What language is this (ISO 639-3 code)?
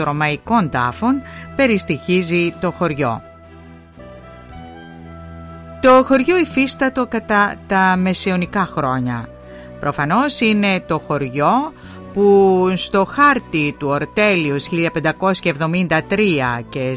ell